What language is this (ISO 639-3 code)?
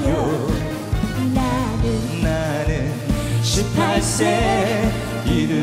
kor